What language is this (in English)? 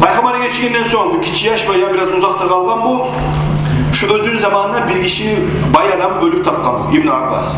Kumyk